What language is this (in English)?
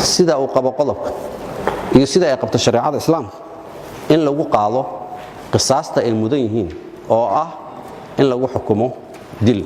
Somali